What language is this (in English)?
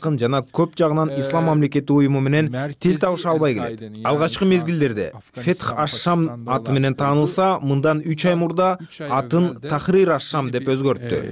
Kyrgyz